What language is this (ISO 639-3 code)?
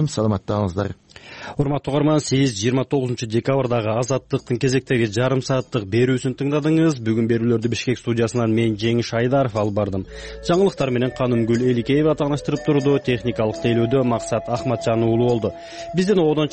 kir